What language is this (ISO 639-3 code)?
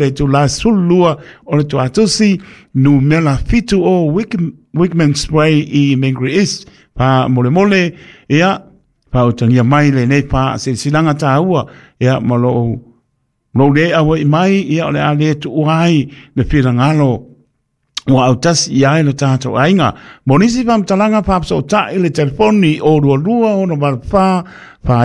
smo